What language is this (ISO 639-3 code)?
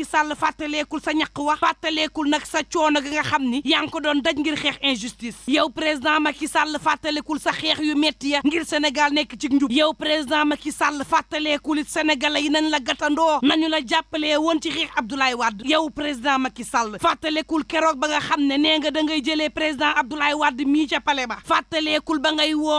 wol